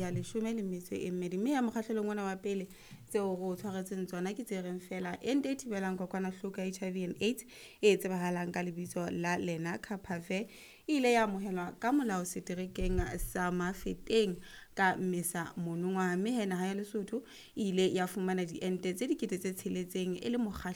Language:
Southern Sotho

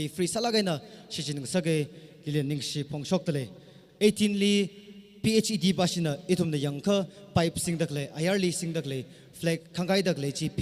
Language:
Tangkhul Naga (India)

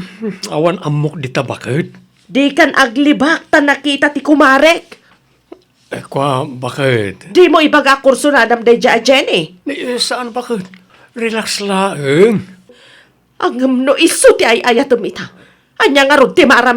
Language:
Iloko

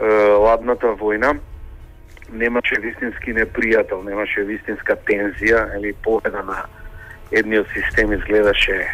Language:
Macedonian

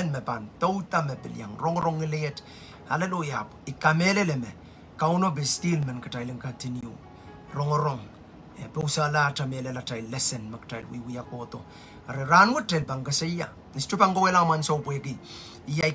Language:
Pohnpeian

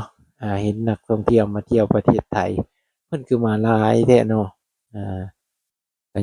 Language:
Lao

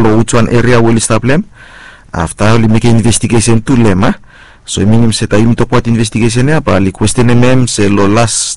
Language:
Bislama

